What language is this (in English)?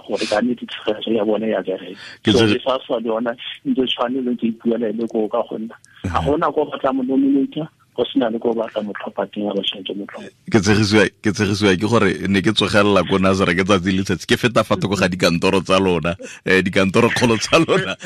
Tswana